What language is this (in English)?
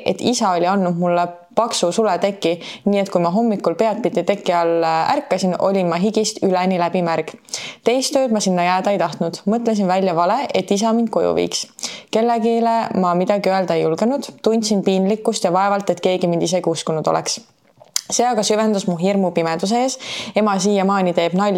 Estonian